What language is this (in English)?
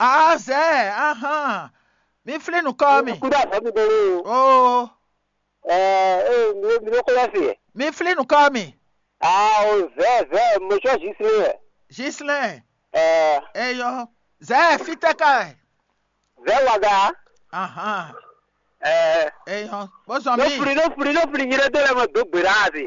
Fon